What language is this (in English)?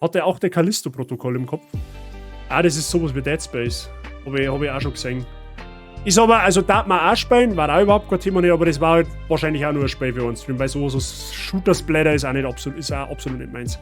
Bavarian